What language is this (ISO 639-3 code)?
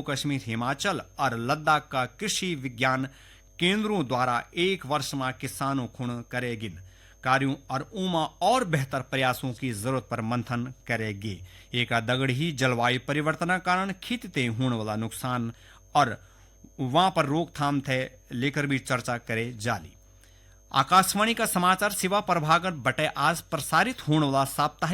gbm